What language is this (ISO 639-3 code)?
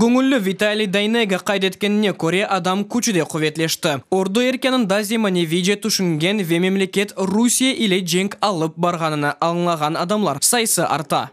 crh